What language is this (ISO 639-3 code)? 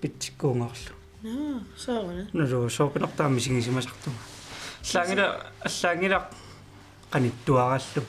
kal